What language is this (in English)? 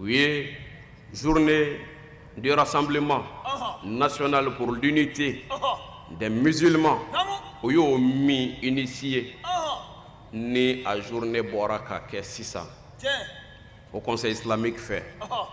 Bambara